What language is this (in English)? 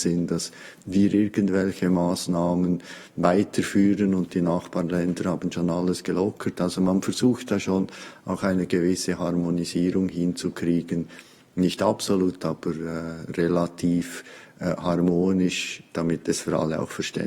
Swiss German